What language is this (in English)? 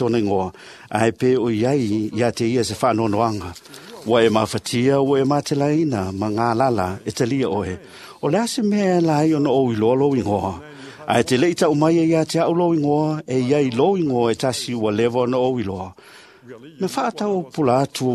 Samoan